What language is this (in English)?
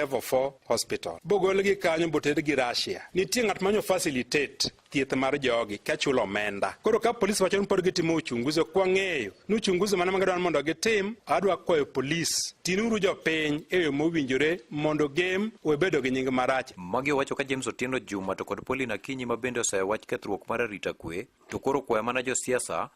Luo (Kenya and Tanzania)